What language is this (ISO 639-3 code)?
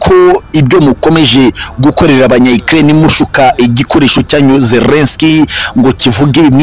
kin